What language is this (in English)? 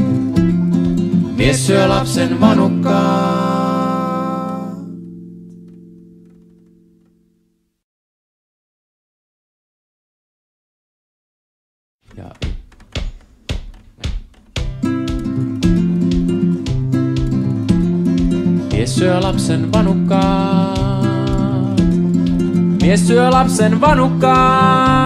Finnish